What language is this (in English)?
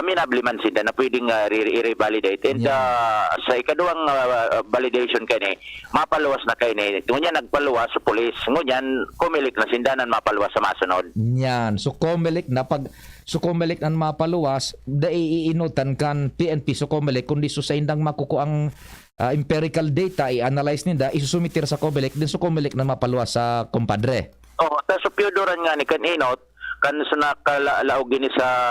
Bikol